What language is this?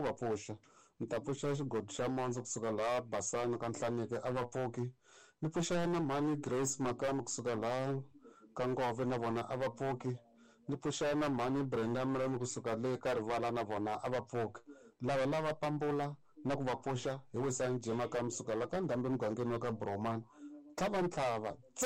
Tsonga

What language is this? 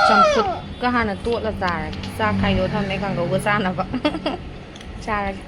Manipuri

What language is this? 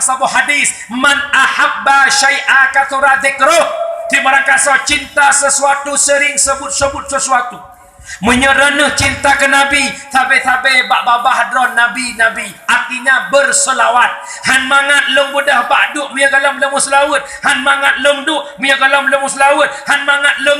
Achinese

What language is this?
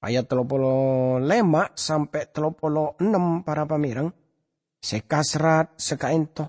Madurese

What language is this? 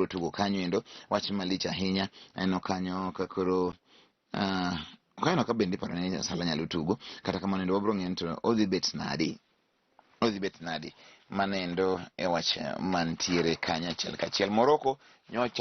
Luo (Kenya and Tanzania)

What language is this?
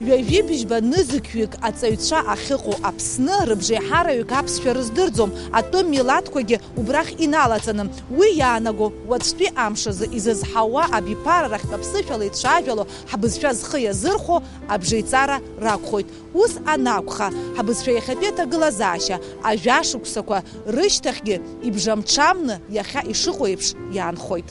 Abkhazian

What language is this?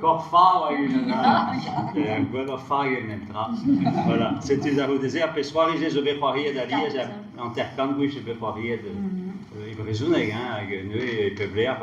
Breton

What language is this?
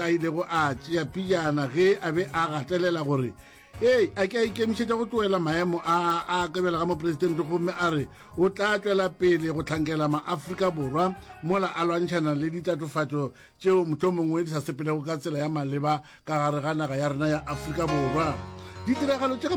Northern Sotho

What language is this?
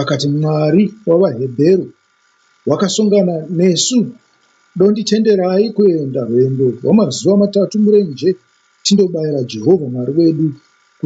Shona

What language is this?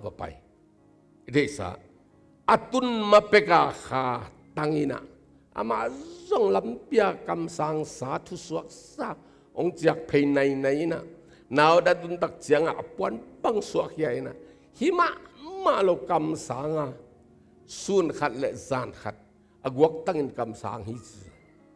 Tedim Chin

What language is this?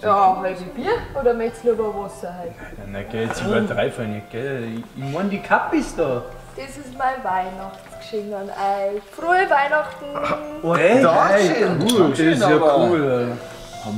Bavarian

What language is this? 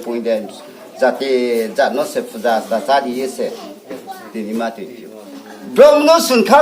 Riang (India)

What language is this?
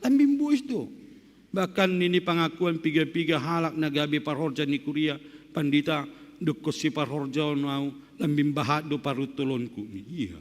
Batak Simalungun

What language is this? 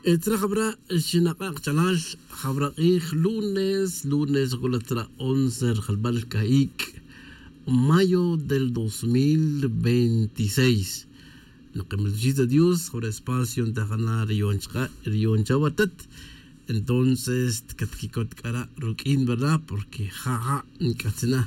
Tz'utujil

